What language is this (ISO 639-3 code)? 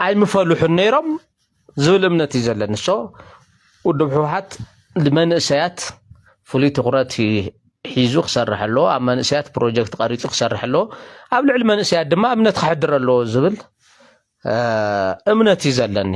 tir